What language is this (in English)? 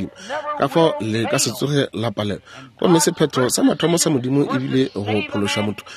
Northern Sotho